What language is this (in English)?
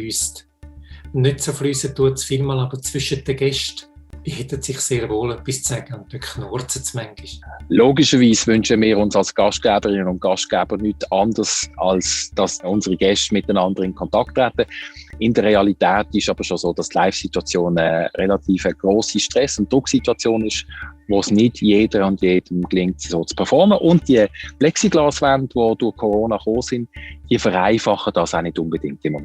Swiss German